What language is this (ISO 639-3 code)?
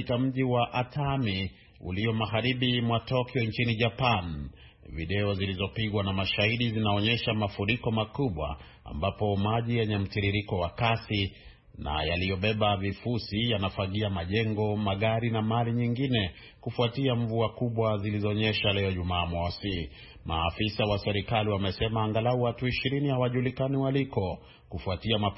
swa